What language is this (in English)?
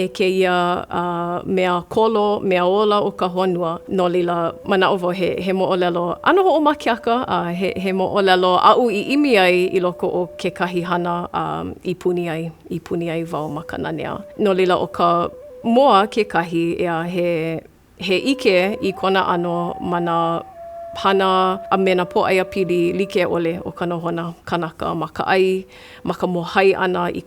Hawaiian